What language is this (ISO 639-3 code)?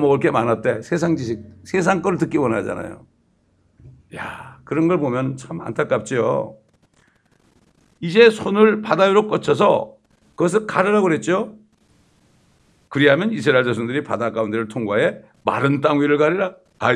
kor